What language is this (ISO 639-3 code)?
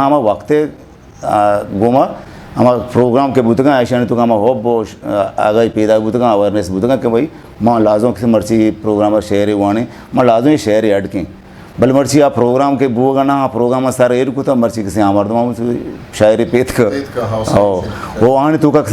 bgp